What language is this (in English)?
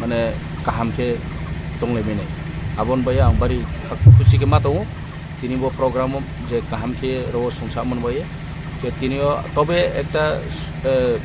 Riang (India)